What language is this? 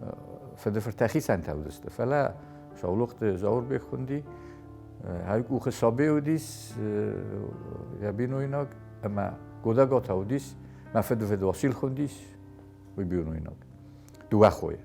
Ossetic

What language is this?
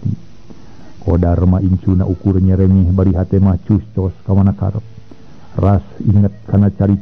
Sundanese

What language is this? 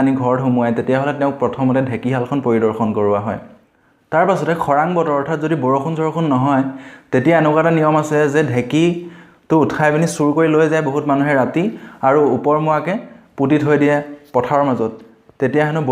Assamese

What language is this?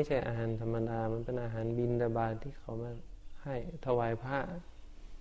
Thai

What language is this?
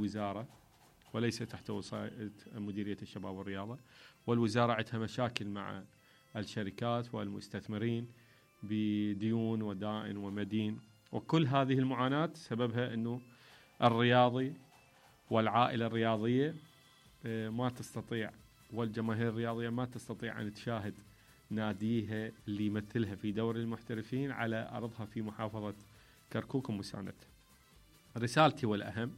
Mesopotamian Arabic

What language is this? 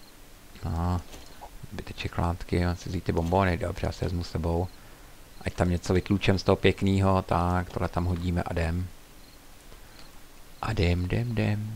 Czech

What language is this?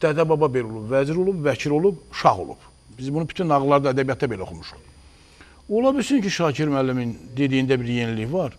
Azerbaijani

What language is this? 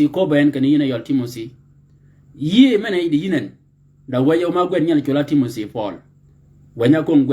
Shilluk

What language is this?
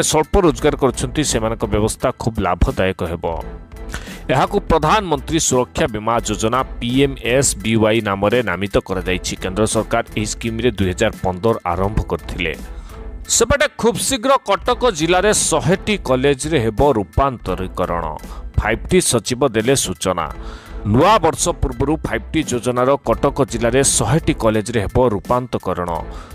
Odia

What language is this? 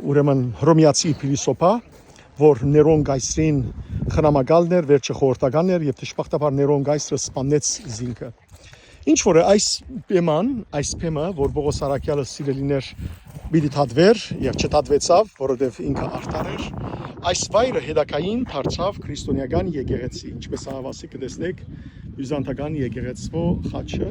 Western Armenian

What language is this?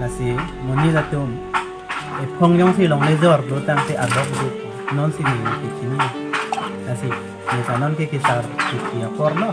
Karbi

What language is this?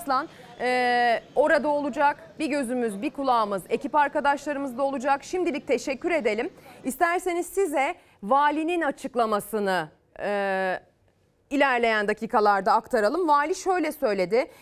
Turkish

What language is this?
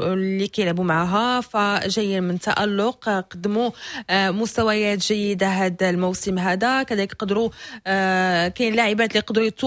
Moroccan Arabic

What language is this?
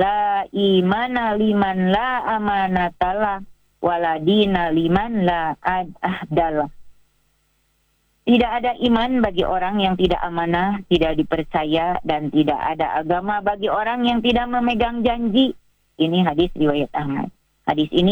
Indonesian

